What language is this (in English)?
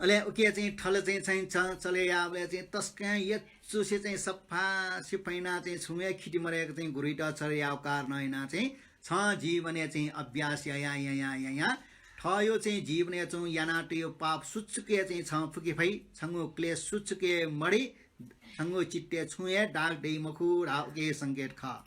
Newari